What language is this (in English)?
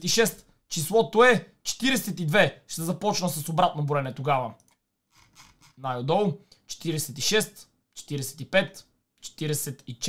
Bulgarian